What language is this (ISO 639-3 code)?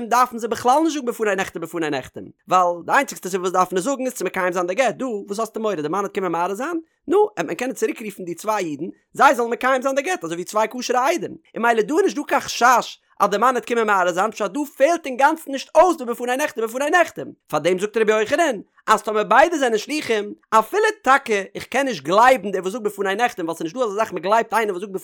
yid